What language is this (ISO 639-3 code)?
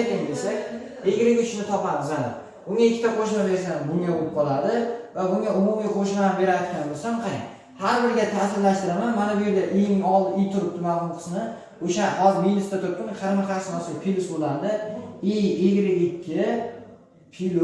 uzb